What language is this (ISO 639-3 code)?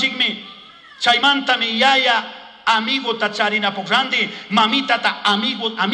qug